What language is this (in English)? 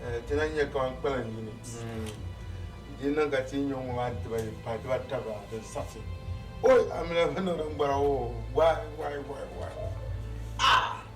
Dagbani